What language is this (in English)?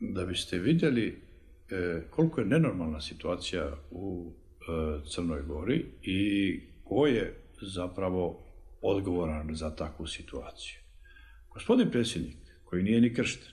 Serbian